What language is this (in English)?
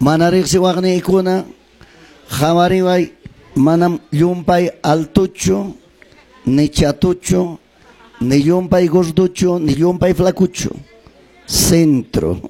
Ayacucho Quechua